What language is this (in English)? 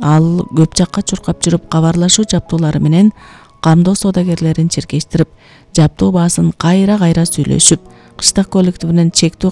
Kyrgyz